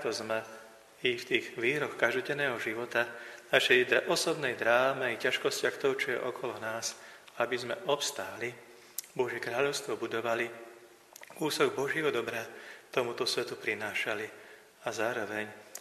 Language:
Slovak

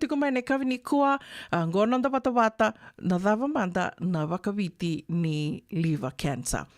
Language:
Fijian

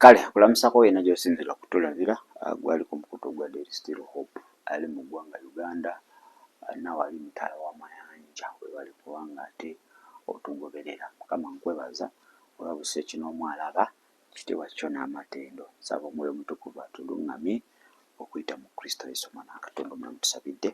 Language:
Ganda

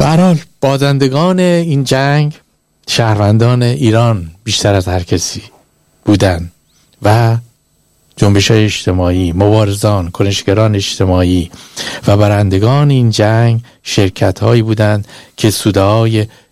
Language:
Persian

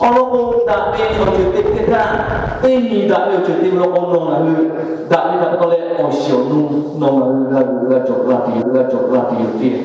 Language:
Lahu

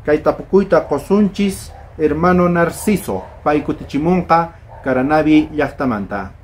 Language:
South Bolivian Quechua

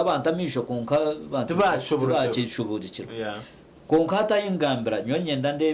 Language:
Nyankole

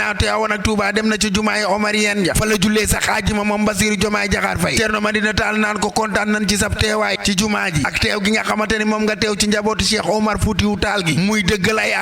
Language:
Wolof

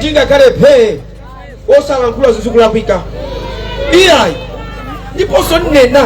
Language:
Nyanja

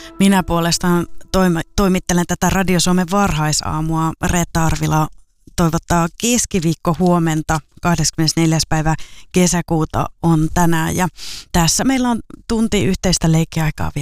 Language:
Finnish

